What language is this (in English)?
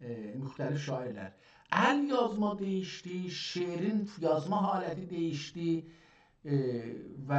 South Azerbaijani